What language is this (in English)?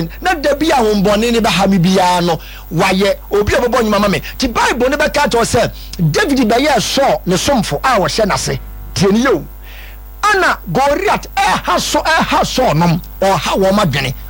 Akan